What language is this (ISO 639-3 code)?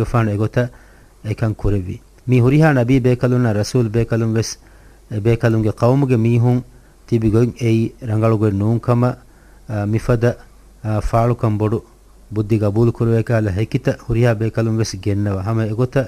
div